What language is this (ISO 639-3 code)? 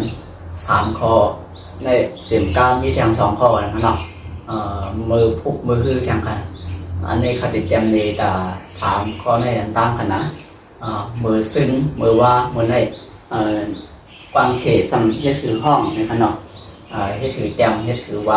shn